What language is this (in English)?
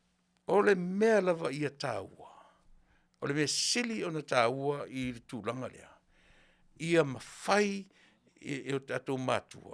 Samoan